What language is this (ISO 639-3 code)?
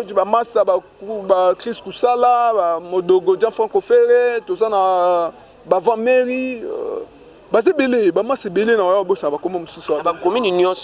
lin